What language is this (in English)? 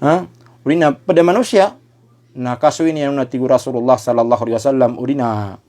Maranao